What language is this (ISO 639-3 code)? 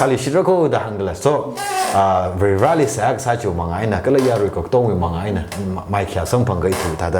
nmf